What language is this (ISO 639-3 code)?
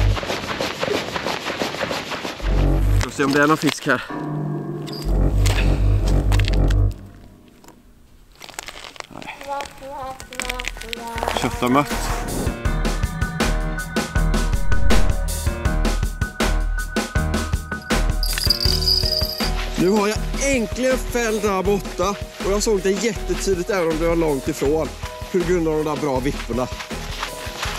swe